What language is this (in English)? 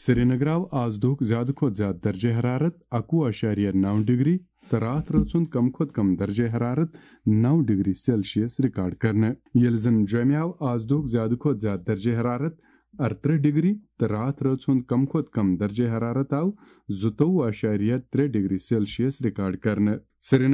Kashmiri